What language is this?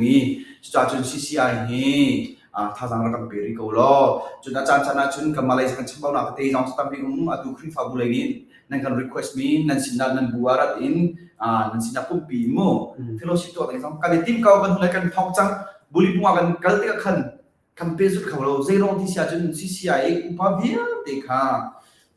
Hakha Chin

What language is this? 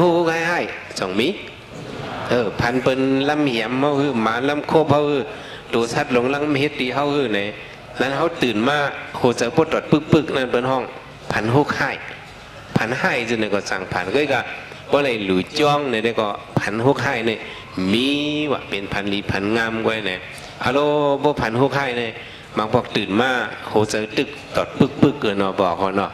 Shan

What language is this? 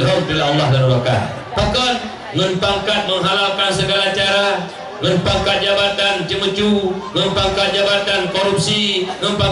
Achinese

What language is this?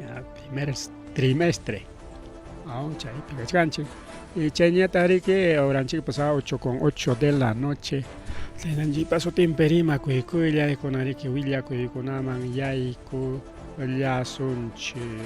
Ayacucho Quechua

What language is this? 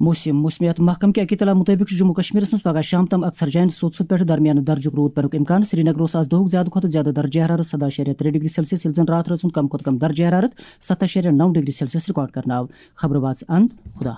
Kashmiri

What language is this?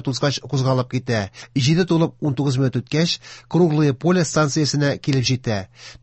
Tatar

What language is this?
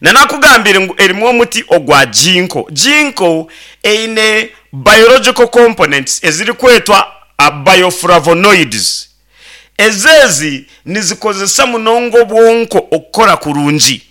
Nyankole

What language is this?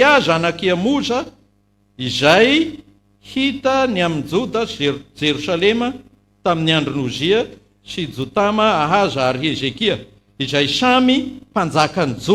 Malagasy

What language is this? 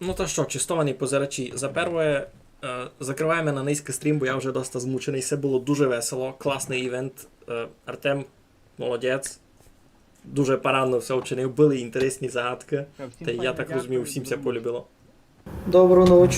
Rusyn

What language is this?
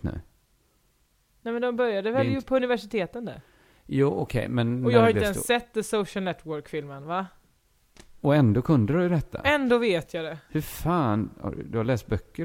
Swedish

